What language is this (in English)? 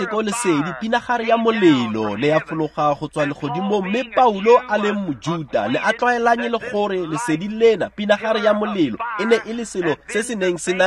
Tswana